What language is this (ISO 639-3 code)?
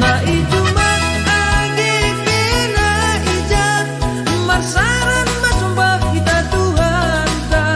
bts